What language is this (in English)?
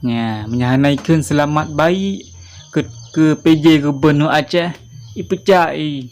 Achinese